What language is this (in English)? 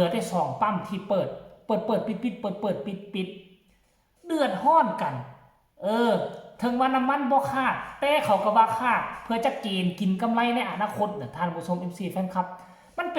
Lao